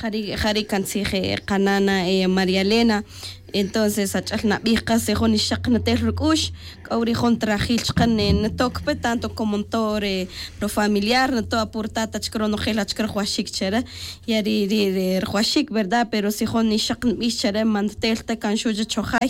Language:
Tz'utujil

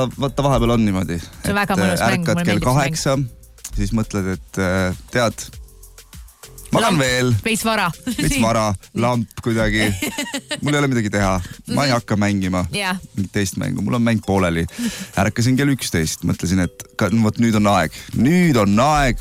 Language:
Estonian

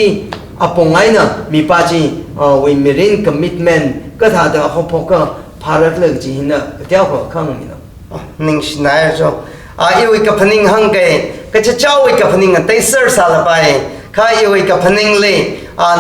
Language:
Tangkhul Naga (India)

